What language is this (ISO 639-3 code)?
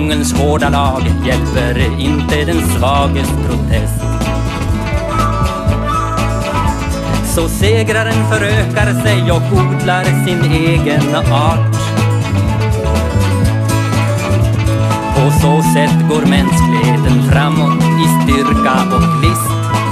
swe